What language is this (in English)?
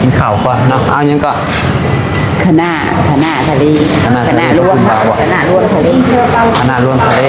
Northeastern Thai